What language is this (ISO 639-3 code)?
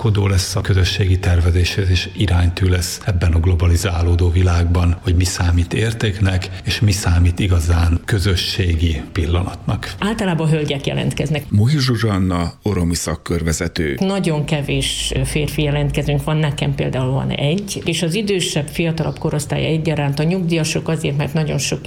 hun